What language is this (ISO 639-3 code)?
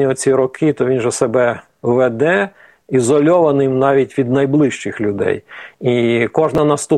ukr